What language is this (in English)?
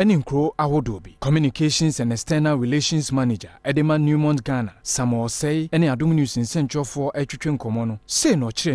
Akan